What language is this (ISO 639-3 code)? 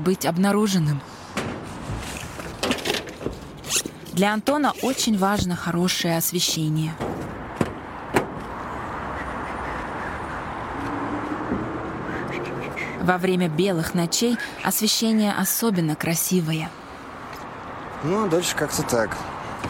rus